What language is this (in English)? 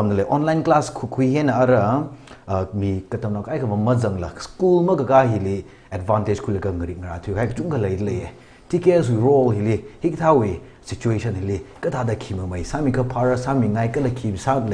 Tangkhul Naga (India)